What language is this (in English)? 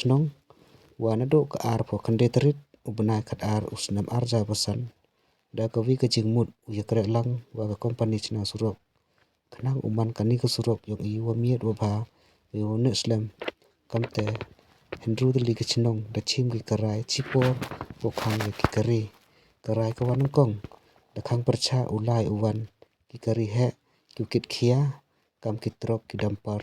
Pnar